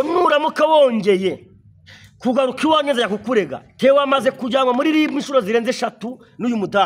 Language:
Kinyarwanda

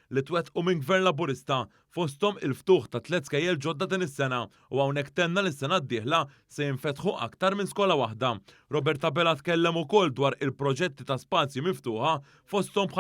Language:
Maltese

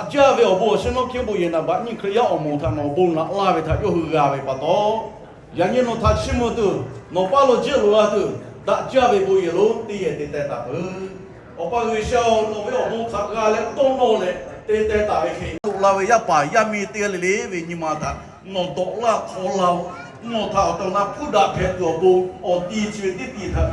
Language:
Lahu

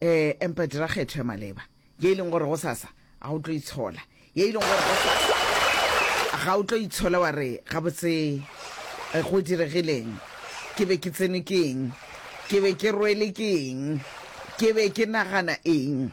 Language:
Northern Sotho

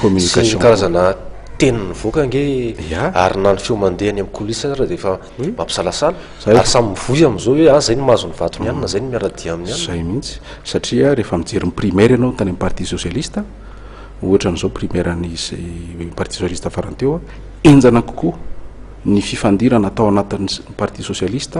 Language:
Malagasy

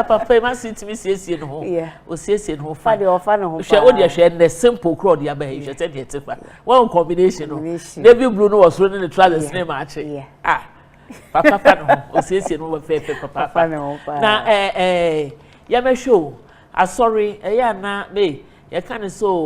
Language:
Akan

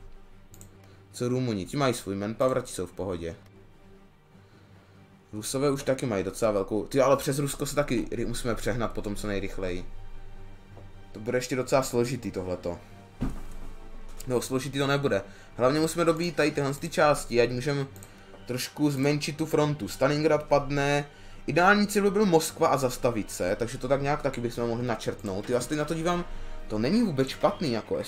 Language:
Czech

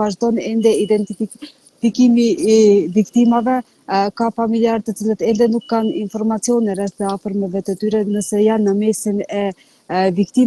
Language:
Albanian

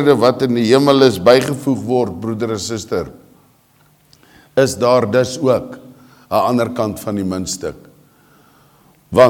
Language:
Afrikaans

